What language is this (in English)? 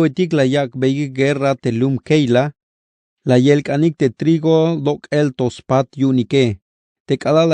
Tzeltal